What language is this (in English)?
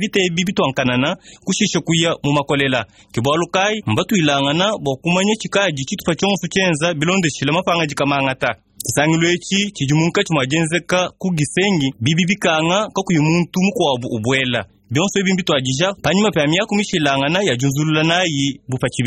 Luba-Lulua